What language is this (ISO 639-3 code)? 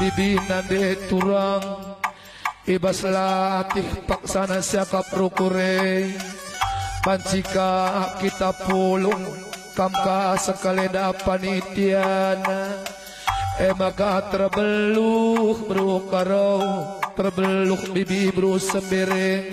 btx